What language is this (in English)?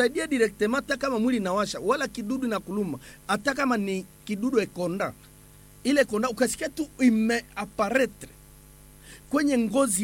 Swahili